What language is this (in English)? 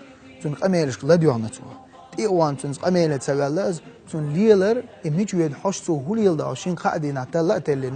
Chechen